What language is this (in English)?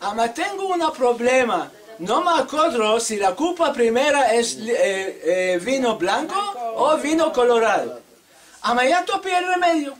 Ladino